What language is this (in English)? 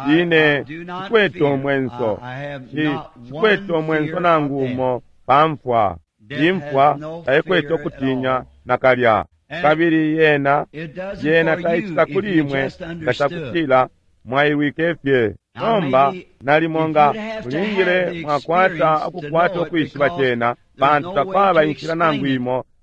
Bemba